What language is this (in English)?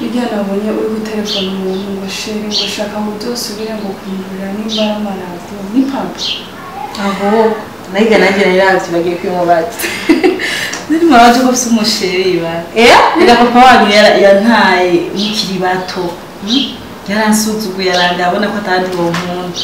Rundi